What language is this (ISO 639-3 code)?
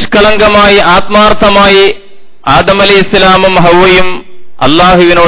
mal